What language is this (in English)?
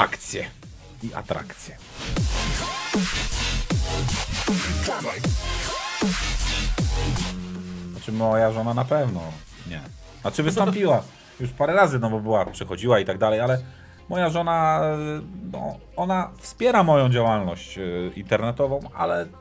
Polish